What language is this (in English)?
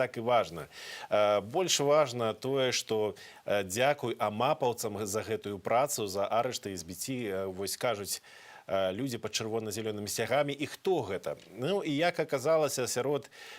Belarusian